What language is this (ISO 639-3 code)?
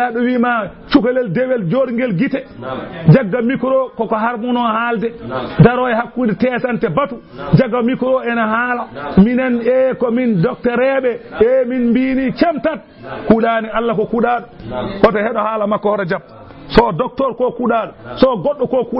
ful